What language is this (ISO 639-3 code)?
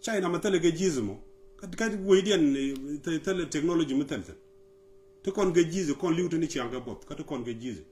nus